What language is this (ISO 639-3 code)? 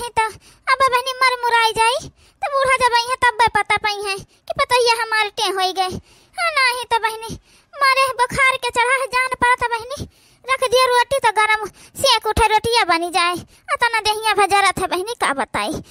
awa